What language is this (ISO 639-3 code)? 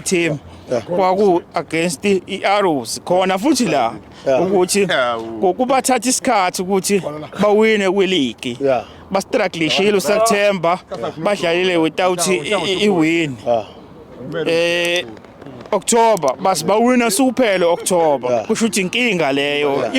zul